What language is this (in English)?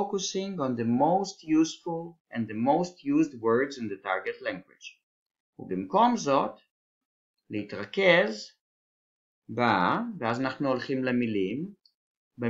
Hebrew